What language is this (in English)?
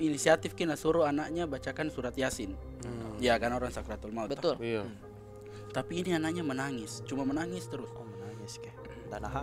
Makassar Malay